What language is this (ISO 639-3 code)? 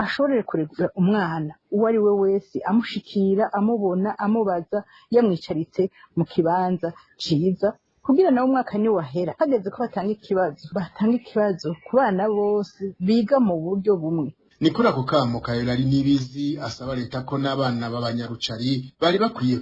run